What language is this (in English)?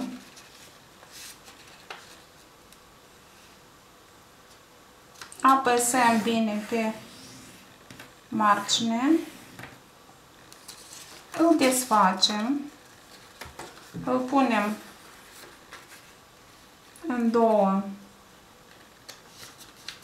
Romanian